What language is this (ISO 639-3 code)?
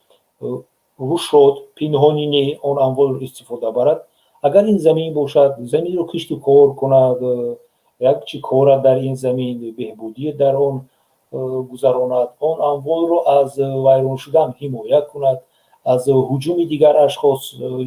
tgk